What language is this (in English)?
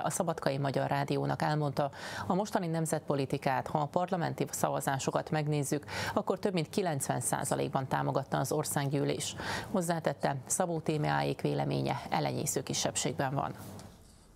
Hungarian